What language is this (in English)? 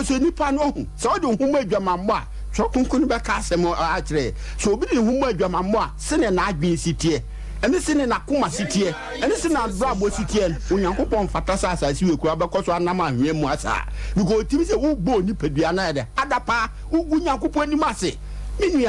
Akan